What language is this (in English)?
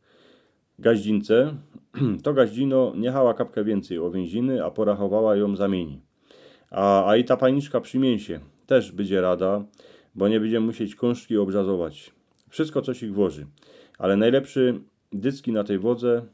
Silesian